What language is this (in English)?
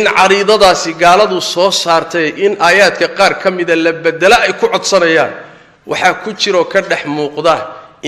Somali